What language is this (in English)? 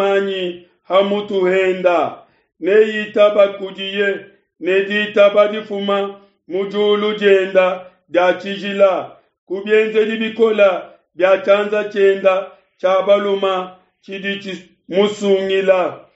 Luba-Lulua